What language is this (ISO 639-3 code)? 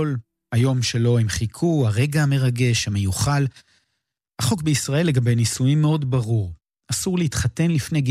heb